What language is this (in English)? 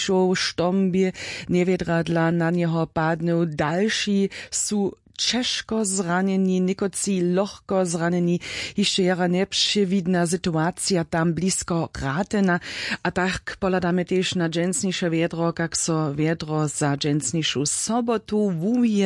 Upper Sorbian